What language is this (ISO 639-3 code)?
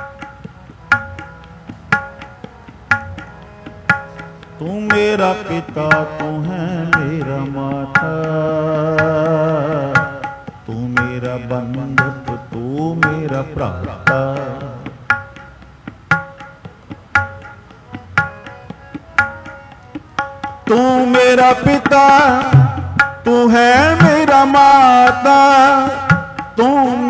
pan